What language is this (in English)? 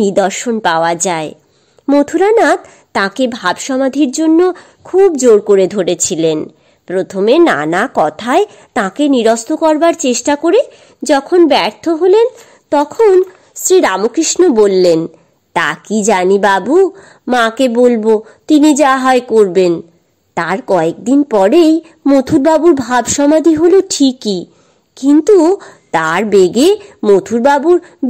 Bangla